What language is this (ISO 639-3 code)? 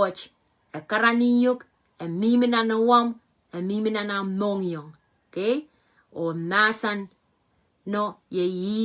pon